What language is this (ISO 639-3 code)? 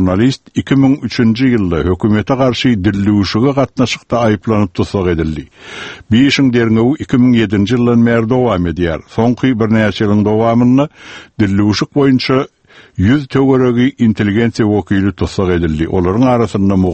tuk